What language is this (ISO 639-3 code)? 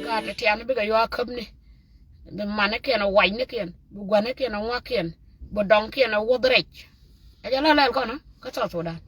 nus